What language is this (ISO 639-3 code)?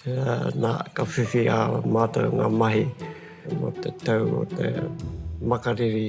mri